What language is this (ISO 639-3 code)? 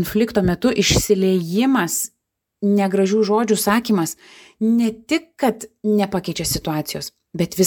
lit